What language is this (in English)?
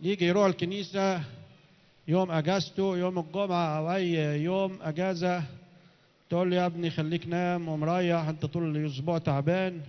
Egyptian Arabic